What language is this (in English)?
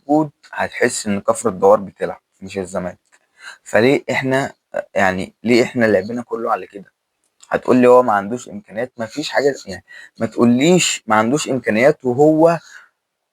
Egyptian Arabic